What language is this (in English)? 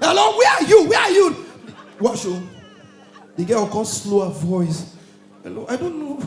Nigerian Pidgin